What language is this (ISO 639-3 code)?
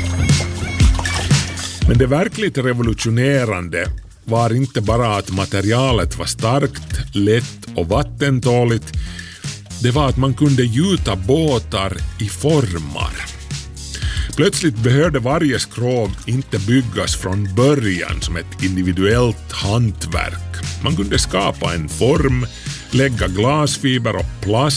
swe